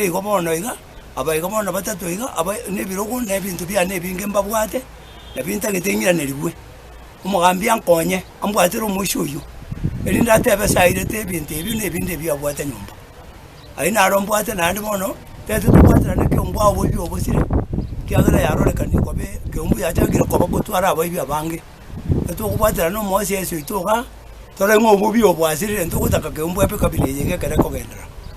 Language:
Gusii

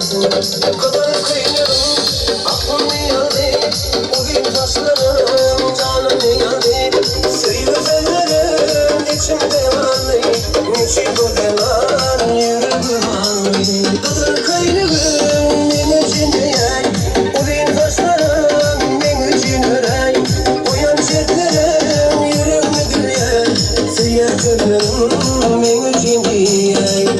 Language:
Turkmen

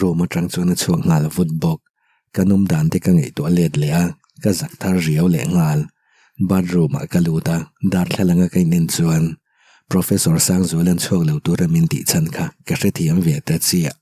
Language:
Mizo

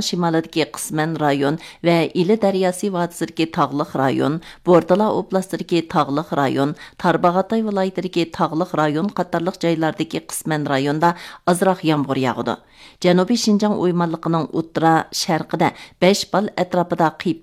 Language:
Uyghur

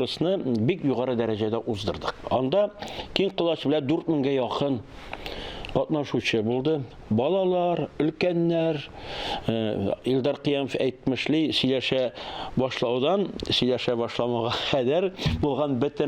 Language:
Tatar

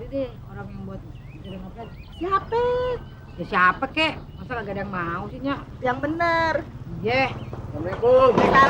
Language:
Betawi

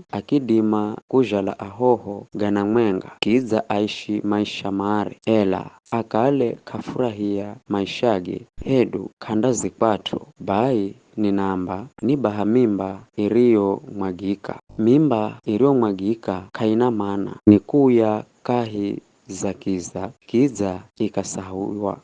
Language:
Giryama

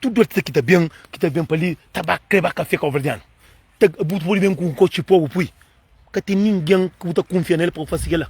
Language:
Kabuverdianu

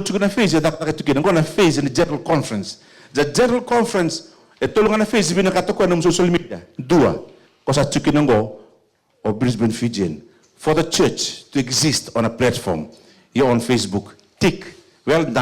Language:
Fijian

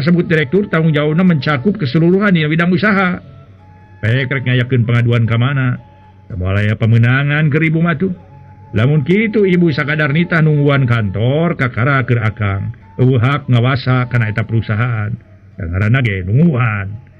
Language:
Sundanese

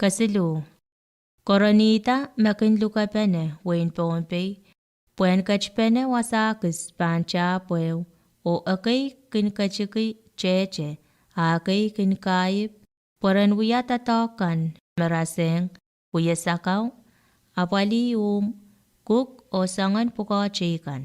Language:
Pohnpeian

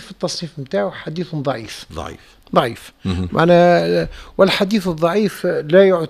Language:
Tunisian Arabic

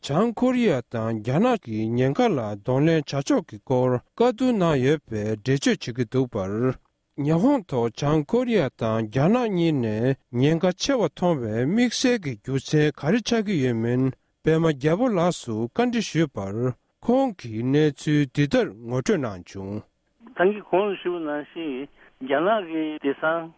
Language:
Tibetan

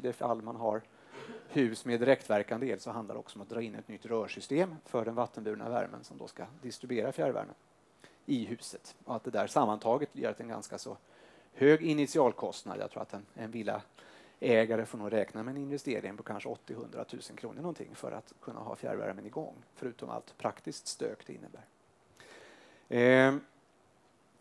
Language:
Swedish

